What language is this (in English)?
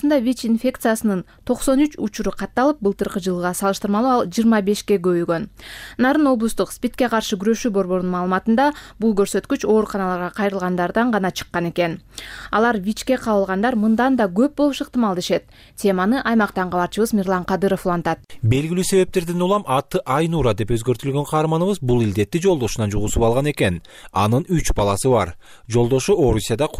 Kyrgyz